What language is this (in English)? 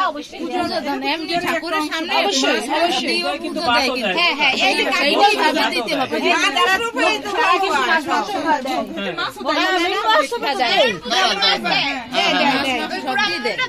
Bangla